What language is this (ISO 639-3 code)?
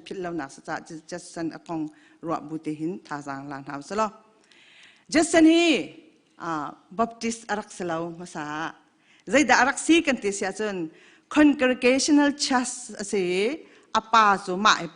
cnh